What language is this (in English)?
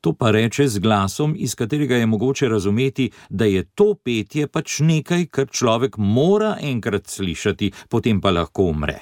Slovenian